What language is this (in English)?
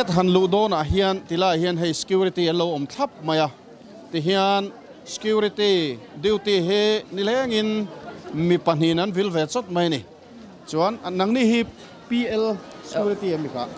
Mizo